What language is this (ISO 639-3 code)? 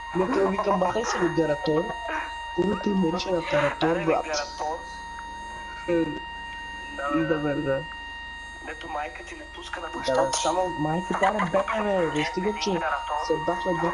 bul